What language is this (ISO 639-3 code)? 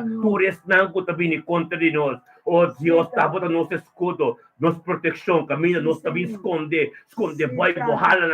pap